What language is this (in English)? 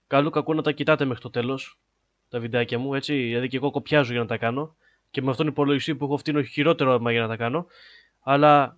Greek